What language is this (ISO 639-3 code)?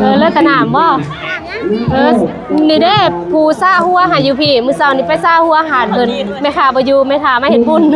lao